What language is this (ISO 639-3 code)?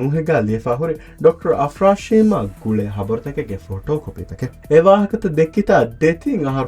div